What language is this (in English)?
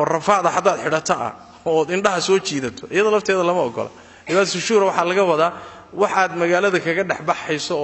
Somali